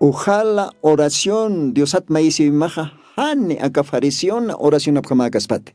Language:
Aymara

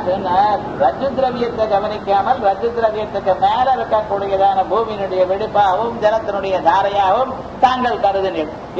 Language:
Tamil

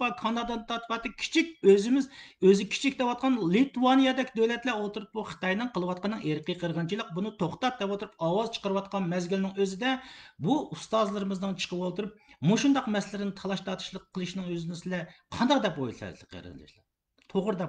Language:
Uyghur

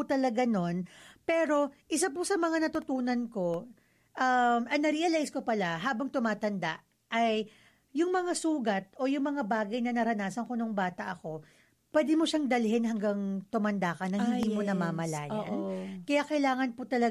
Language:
Filipino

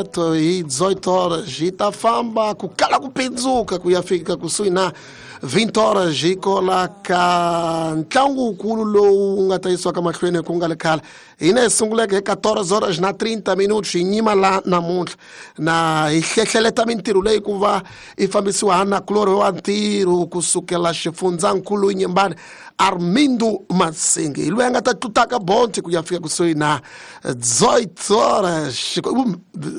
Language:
Tsonga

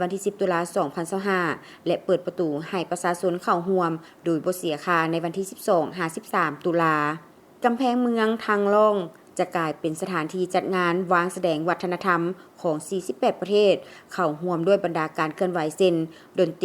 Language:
Lao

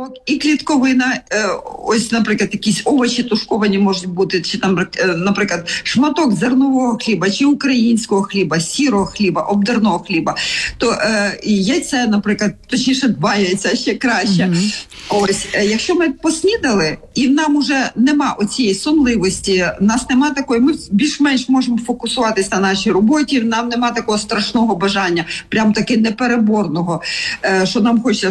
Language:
Ukrainian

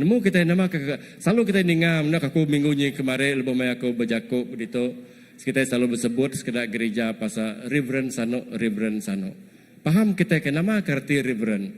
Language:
Iban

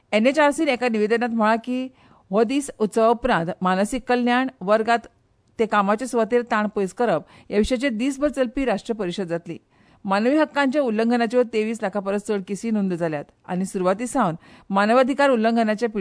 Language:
Konkani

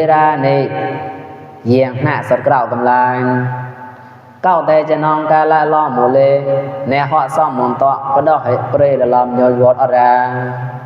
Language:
Mon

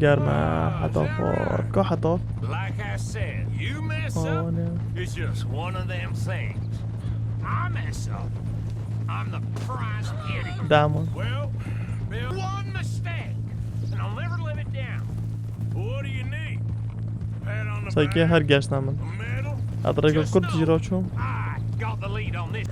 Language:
Kurdish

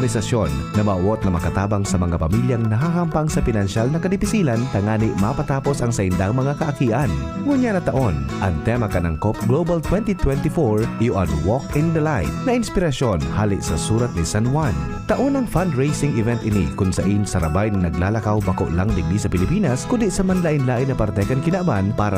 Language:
Bikol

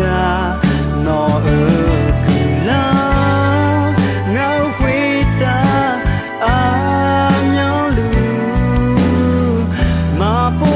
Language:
Akha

